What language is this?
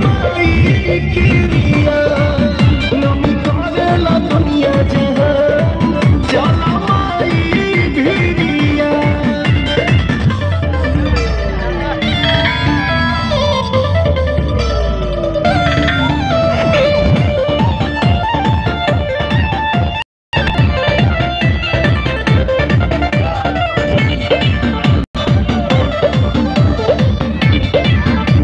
Bhojpuri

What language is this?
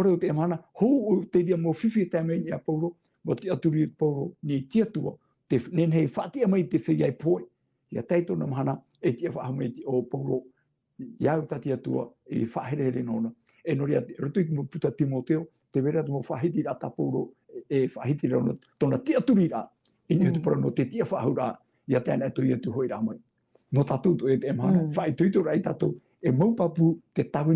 Tahitian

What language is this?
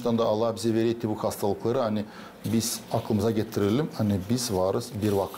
Gagauz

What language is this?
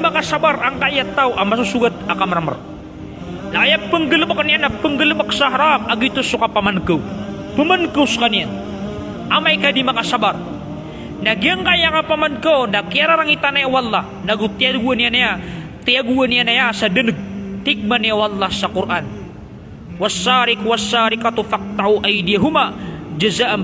Maranao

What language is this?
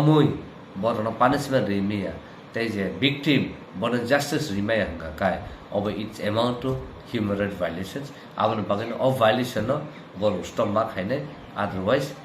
Kok Borok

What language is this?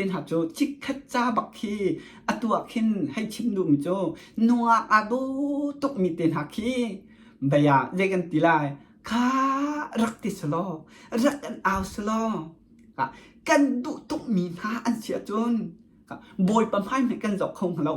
Hakha Chin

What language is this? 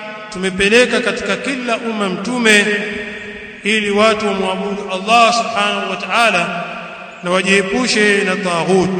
Swahili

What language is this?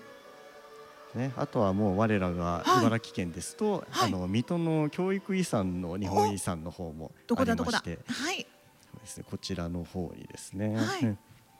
Japanese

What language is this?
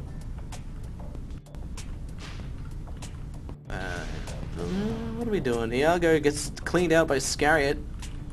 English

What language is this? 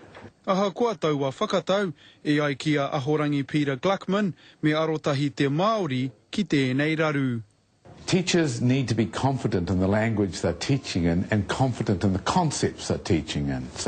Māori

